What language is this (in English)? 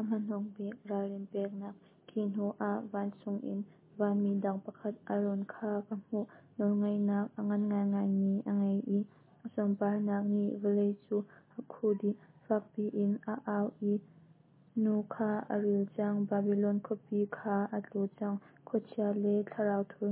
Hakha Chin